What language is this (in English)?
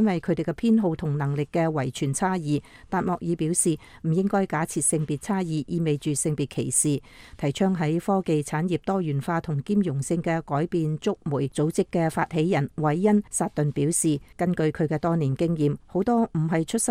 Cantonese